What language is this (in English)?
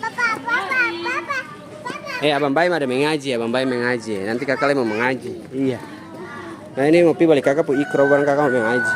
Ambonese Malay